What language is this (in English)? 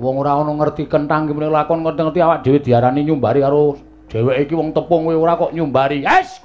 Javanese